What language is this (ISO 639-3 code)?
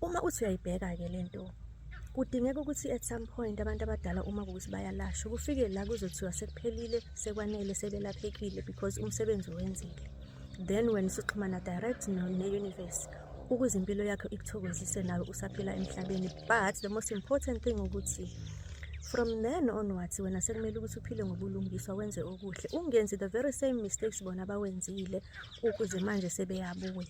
zul